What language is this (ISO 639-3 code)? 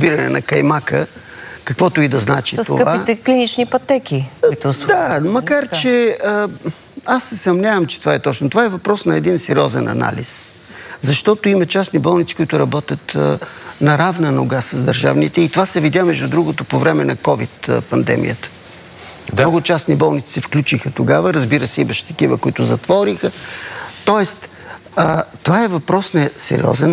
bul